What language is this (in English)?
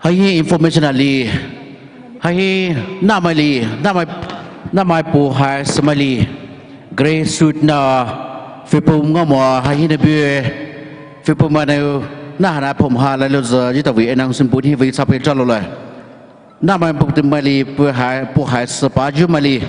Poumei Naga